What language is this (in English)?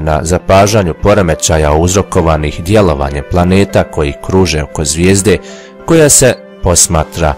Bosnian